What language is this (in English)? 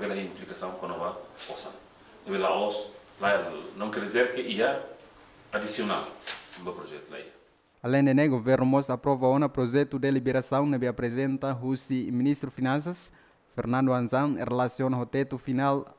Tetum